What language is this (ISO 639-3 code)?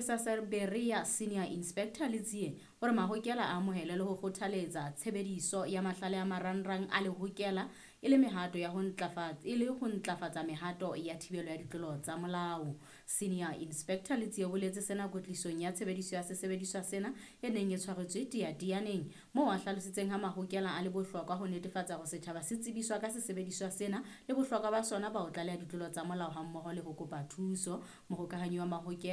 sot